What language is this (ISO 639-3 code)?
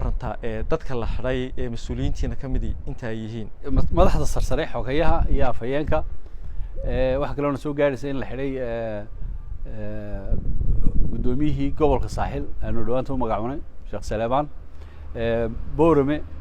som